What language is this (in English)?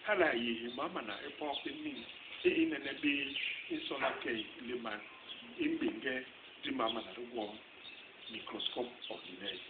Basaa